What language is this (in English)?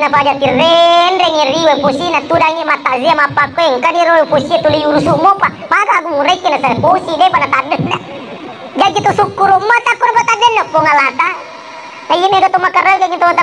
Buginese